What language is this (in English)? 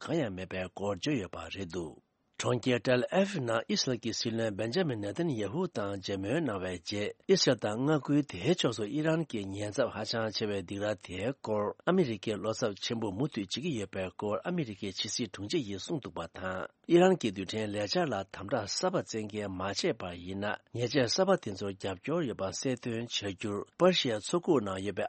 Tibetan